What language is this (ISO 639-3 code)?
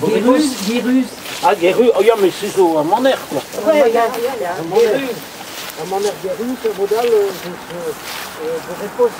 bre